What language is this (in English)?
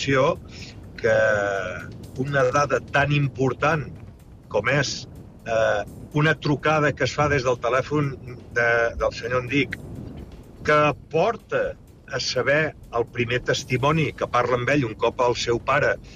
Catalan